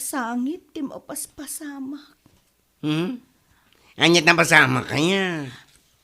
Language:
Iloko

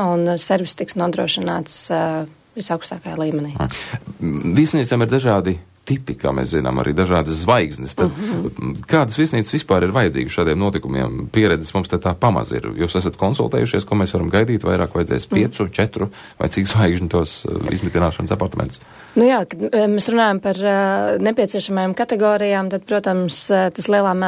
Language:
Latvian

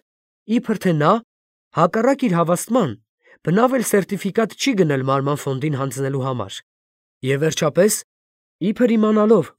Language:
Armenian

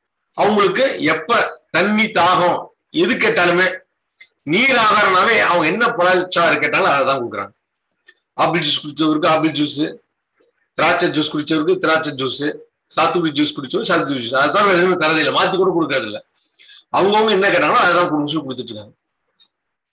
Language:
Tamil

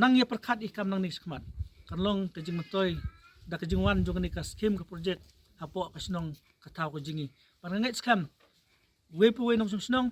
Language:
Khasi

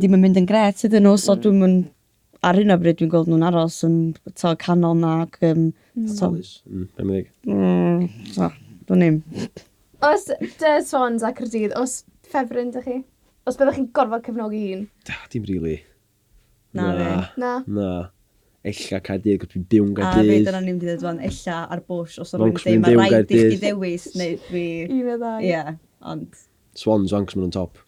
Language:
Welsh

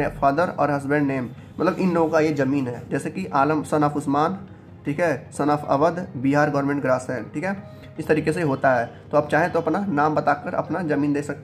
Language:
Hindi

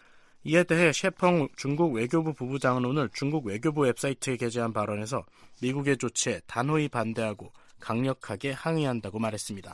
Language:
Korean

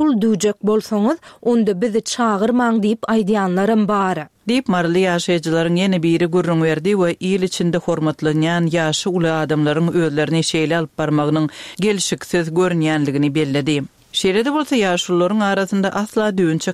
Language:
Turkmen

